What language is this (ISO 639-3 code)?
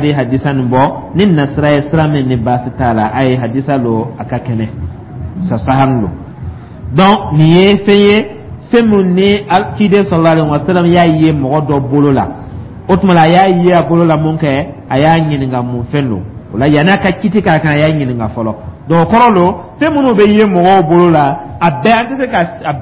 dyu